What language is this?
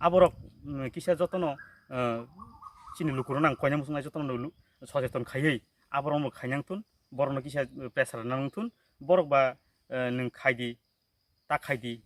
Kok Borok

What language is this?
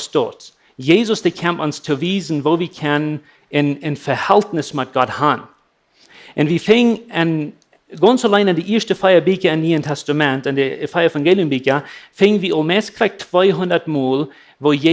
Plautdietsch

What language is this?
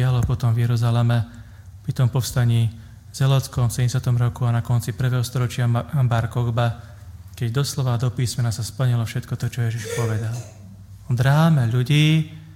Slovak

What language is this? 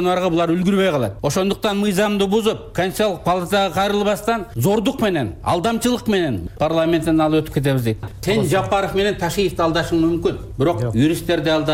Kyrgyz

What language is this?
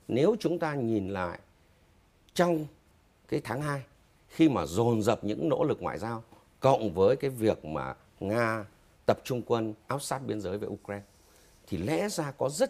Vietnamese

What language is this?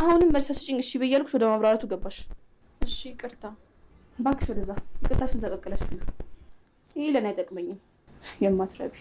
Amharic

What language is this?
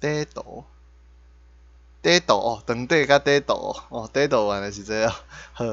Min Nan Chinese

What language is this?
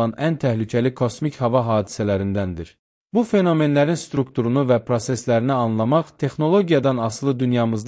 Azerbaijani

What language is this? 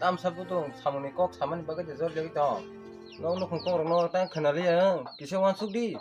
Kok Borok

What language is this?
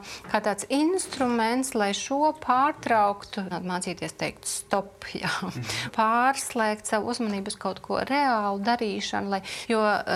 Latvian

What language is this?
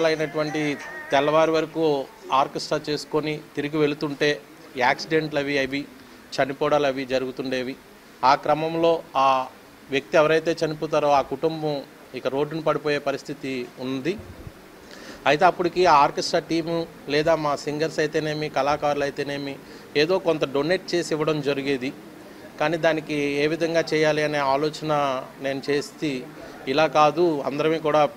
Telugu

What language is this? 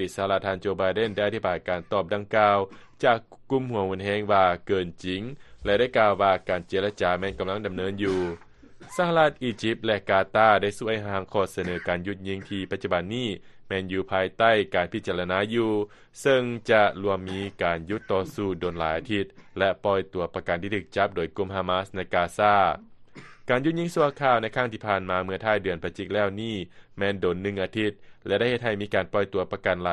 Lao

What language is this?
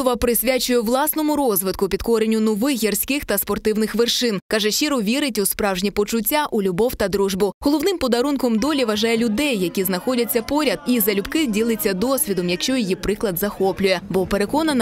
Ukrainian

